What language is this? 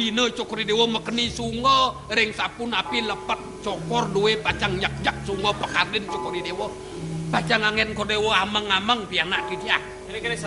Balinese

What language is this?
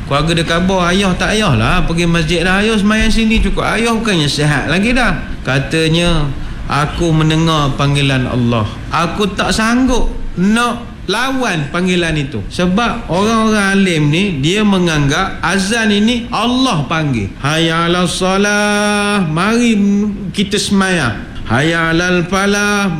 Malay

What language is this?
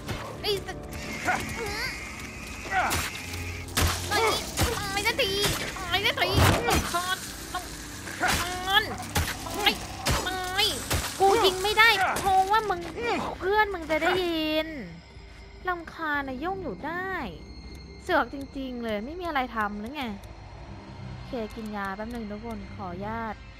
Thai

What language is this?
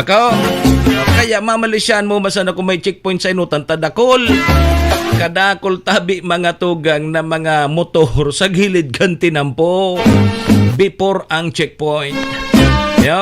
Bikol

